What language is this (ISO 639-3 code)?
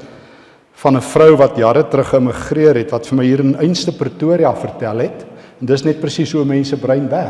afr